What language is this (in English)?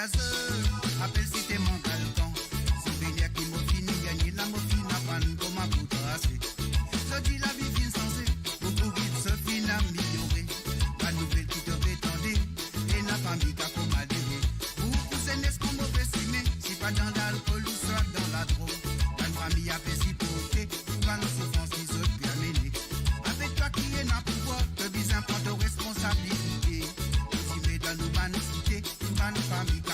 Morisyen